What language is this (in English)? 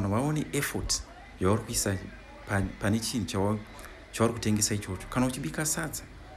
Shona